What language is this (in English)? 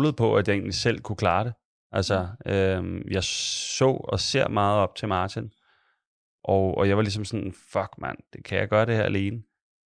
Danish